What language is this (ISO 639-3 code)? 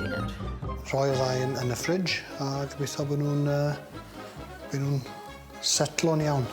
cym